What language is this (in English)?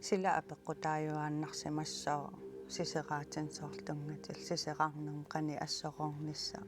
Kalaallisut